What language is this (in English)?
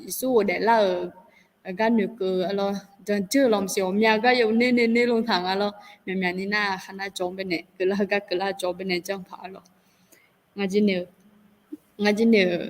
Akha